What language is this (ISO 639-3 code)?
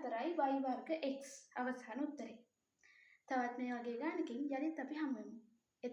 sin